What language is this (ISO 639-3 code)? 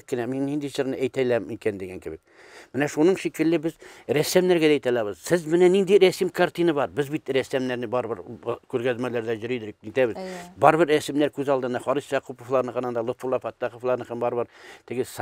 tat